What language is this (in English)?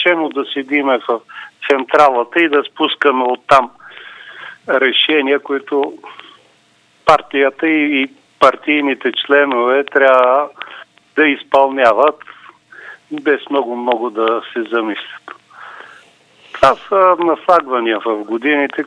Bulgarian